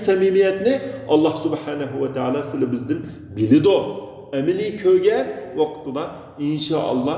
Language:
Uyghur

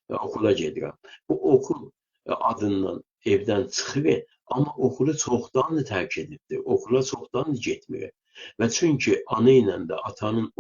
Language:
South Azerbaijani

